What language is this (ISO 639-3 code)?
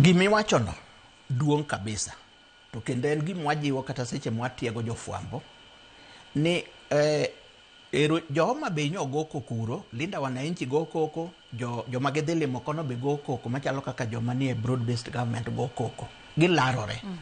luo